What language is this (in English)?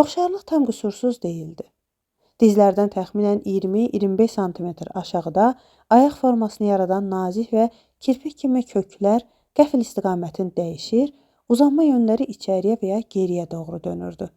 Azerbaijani